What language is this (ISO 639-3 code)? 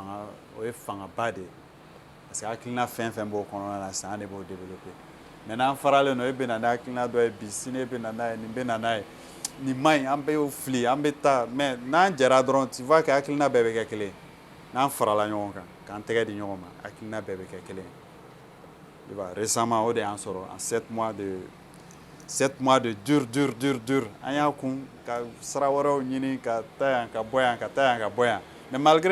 bam